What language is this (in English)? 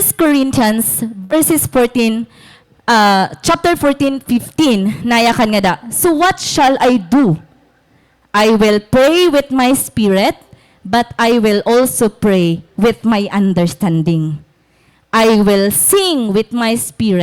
Waray